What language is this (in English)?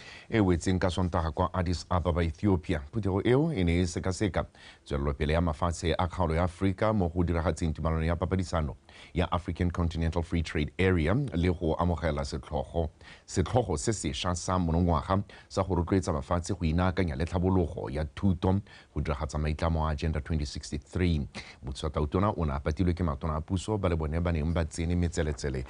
Tswana